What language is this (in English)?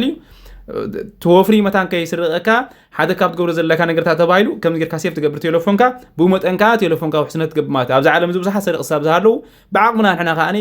Tigrinya